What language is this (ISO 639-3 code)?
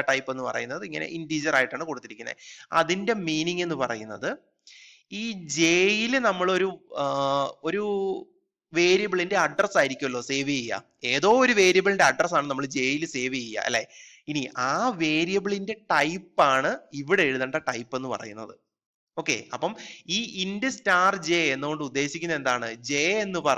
mal